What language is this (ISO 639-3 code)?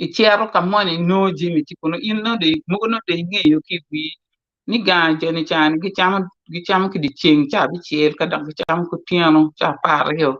ach